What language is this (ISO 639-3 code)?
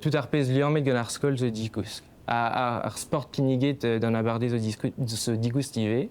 bre